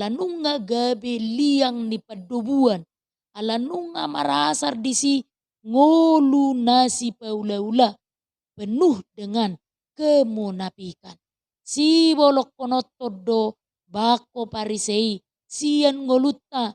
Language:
Batak Toba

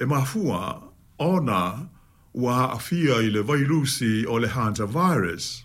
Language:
Samoan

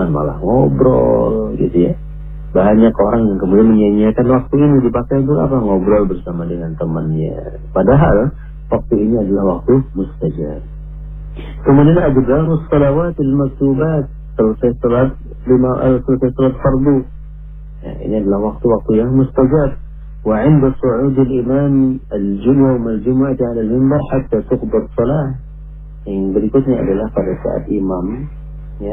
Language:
Indonesian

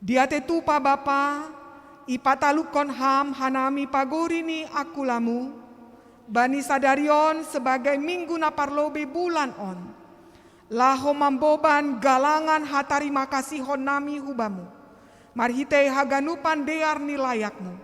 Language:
Batak Simalungun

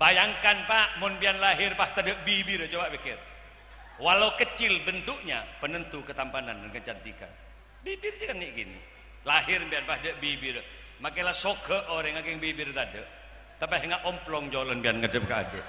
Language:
Madurese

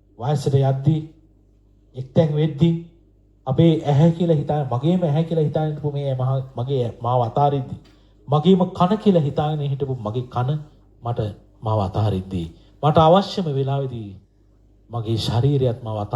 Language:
Sinhala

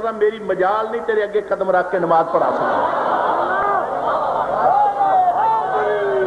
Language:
Urdu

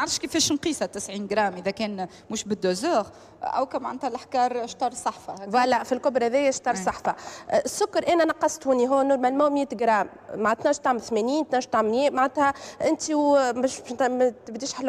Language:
Tunisian Arabic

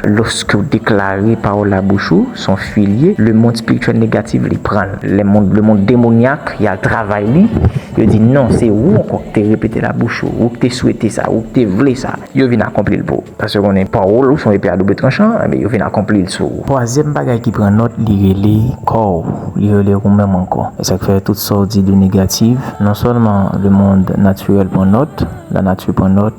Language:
Haitian Creole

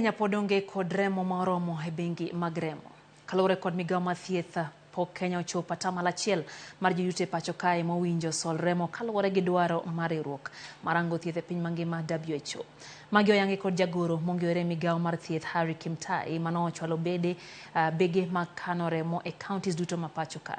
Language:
Luo (Kenya and Tanzania)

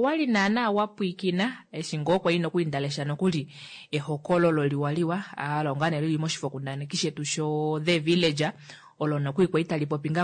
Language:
Kuanyama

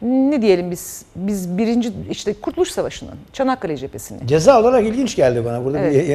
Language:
Turkish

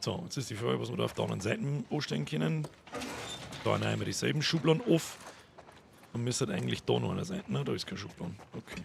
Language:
Bavarian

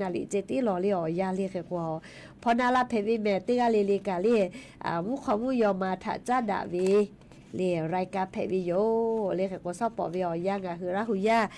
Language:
Lahu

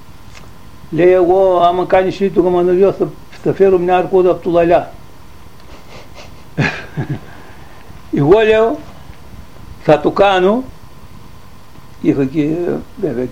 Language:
Greek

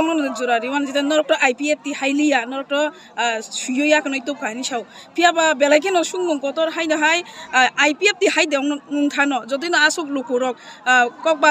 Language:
Kok Borok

